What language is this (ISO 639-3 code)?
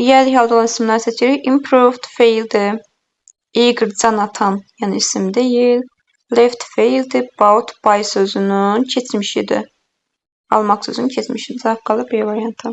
aze